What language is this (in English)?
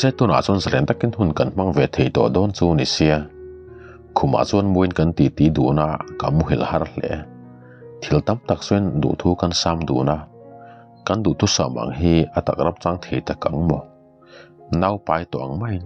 Mizo